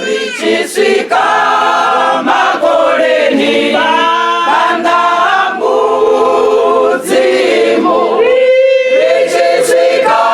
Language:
Venda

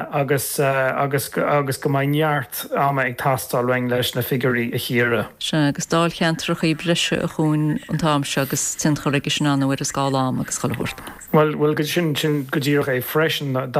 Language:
Irish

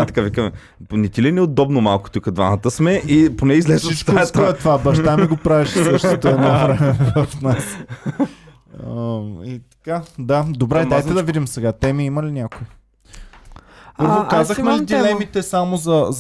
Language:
Bulgarian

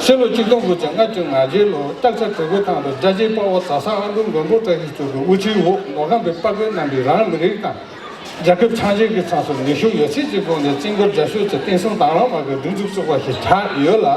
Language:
Tibetan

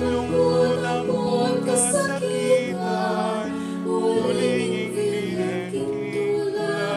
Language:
Pampanga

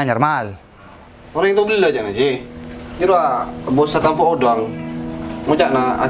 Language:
Madurese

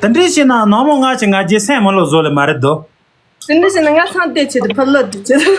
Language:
Tibetan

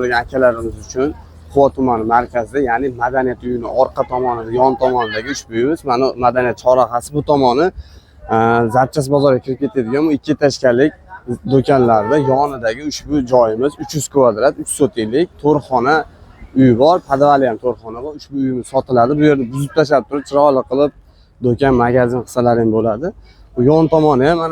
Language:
Uzbek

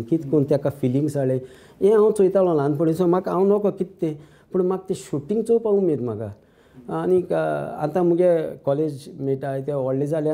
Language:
Konkani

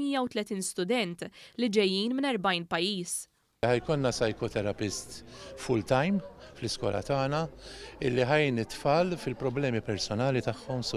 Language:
Maltese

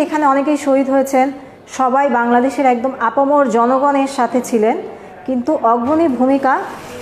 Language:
Bangla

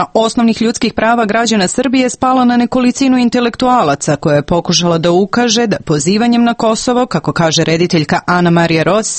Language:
Serbian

